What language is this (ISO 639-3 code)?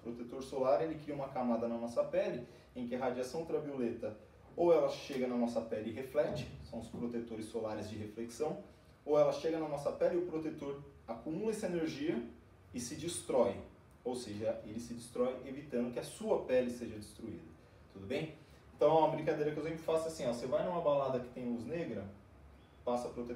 por